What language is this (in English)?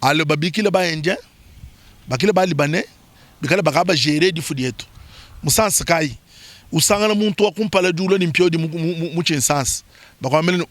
Luba-Lulua